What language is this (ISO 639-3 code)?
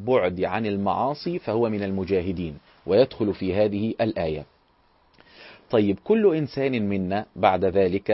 ara